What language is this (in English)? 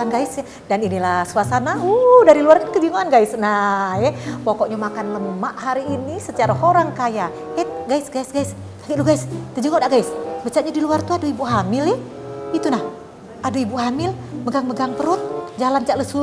Musi